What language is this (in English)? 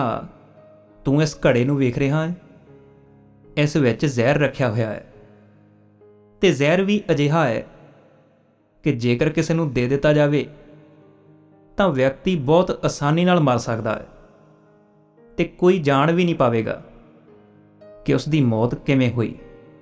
Punjabi